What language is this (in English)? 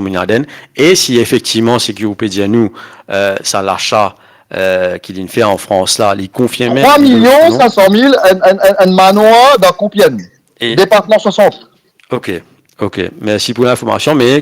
Morisyen